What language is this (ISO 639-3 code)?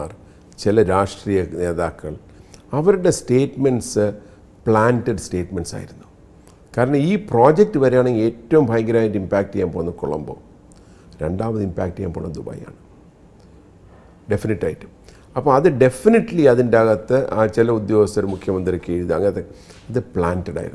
mal